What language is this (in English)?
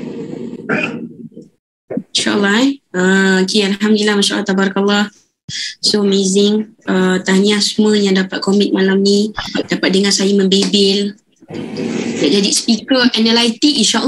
Malay